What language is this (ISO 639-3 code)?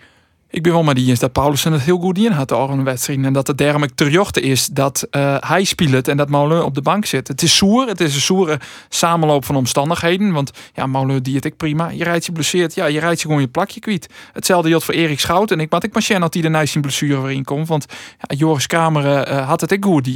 fry